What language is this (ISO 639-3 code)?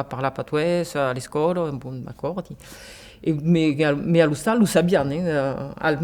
oci